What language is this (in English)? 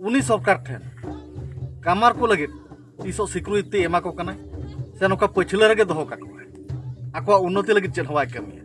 Santali